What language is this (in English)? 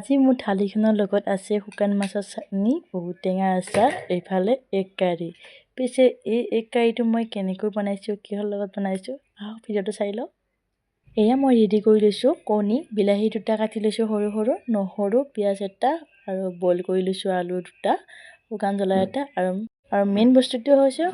Assamese